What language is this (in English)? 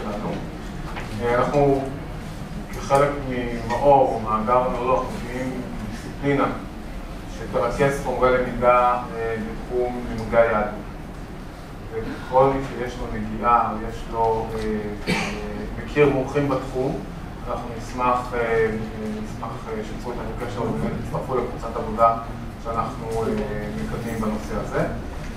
Hebrew